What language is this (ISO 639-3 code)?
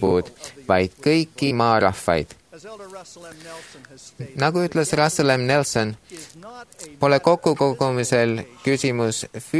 est